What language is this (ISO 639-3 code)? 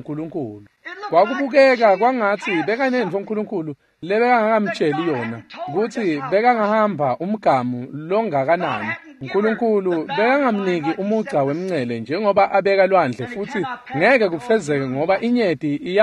ssw